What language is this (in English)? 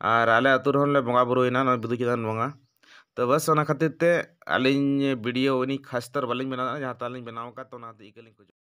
Santali